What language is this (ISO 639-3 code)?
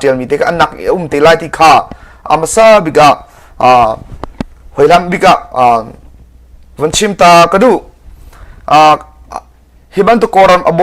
cnh